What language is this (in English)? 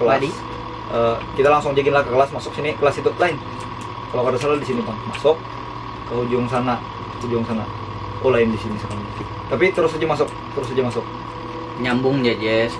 Banjar